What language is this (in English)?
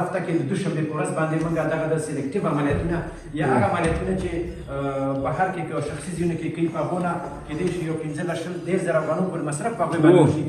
Pashto